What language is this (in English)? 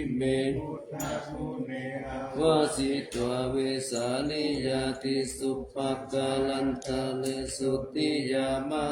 Pali